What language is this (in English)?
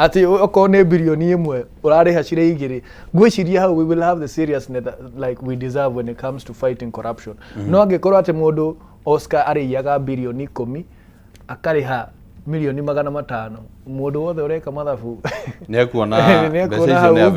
Kikuyu